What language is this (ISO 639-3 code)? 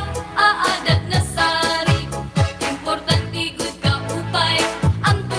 war